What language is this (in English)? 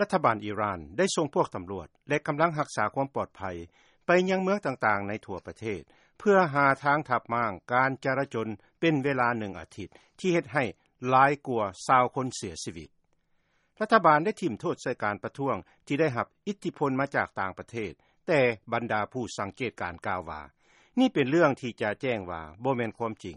Lao